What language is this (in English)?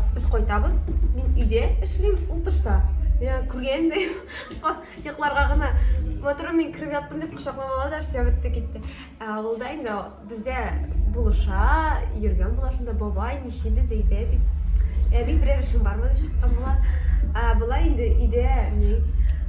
Tatar